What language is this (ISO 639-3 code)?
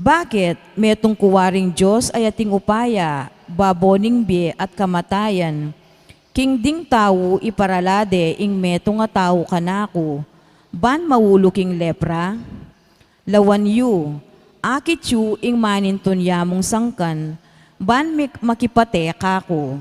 pam